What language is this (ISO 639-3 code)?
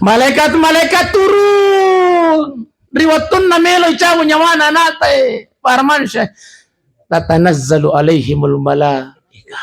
bug